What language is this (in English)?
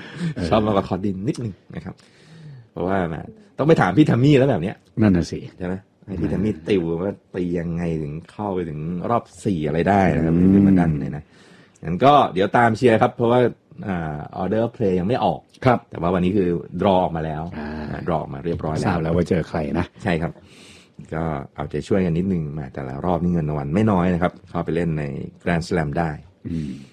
Thai